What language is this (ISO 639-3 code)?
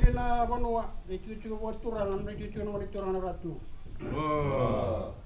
fij